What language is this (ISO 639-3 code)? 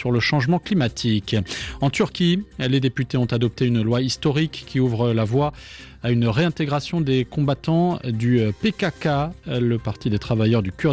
fra